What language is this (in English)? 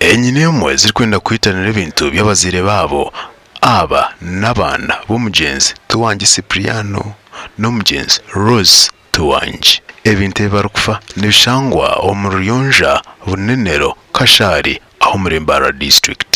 Nyankole